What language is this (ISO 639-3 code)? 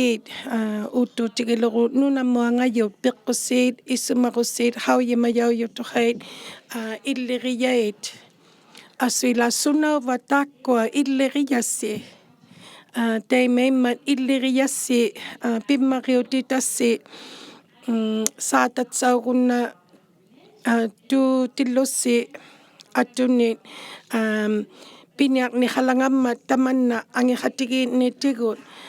iku